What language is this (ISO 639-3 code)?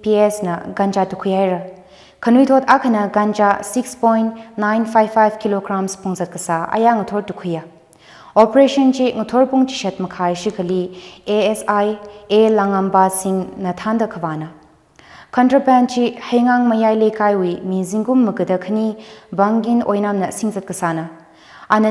nmf